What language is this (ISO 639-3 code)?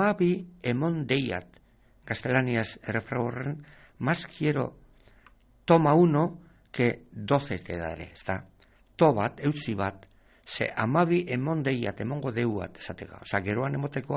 eus